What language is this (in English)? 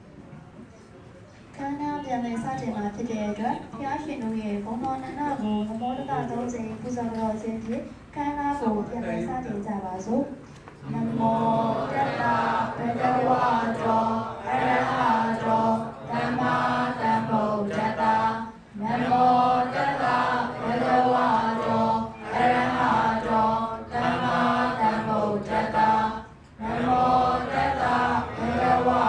Burmese